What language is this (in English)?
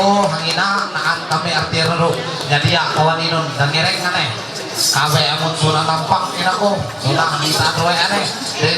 Ma'anyan